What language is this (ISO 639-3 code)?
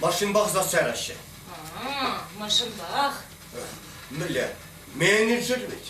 chv